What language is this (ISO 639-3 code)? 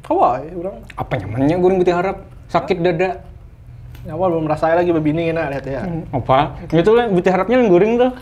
bjn